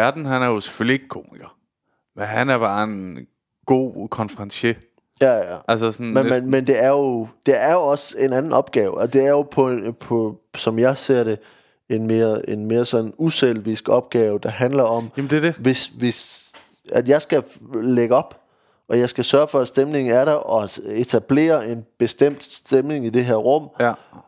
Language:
Danish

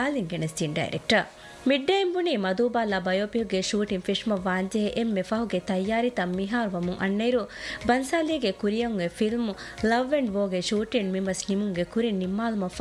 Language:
Divehi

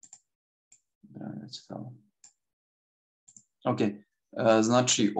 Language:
Serbian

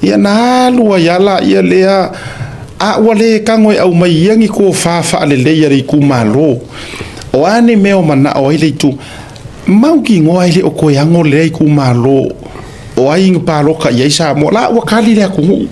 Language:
Samoan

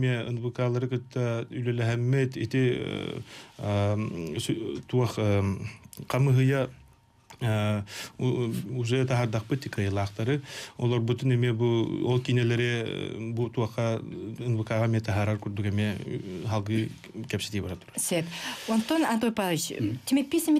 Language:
Yakut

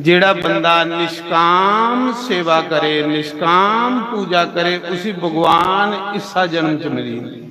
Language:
Dogri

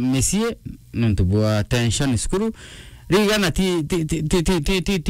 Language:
Meru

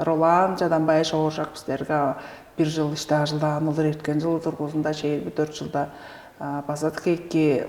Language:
Tuvinian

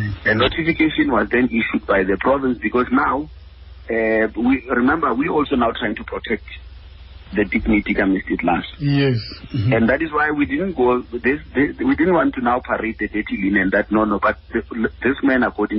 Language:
Xhosa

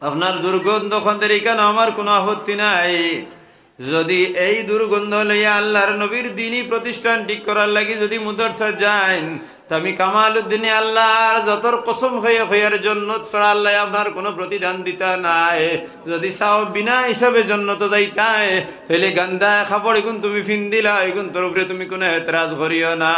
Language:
Sylheti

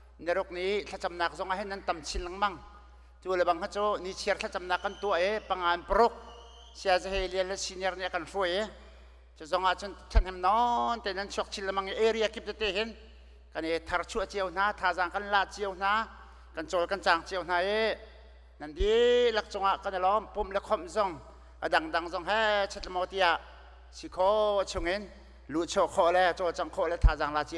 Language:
Hakha Chin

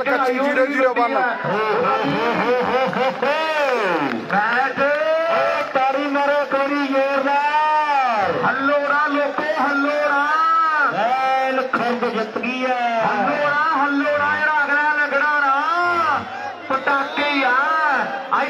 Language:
Punjabi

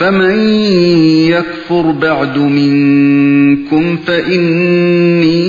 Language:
Uyghur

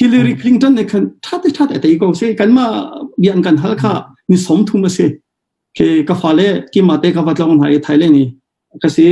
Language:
Hakha Chin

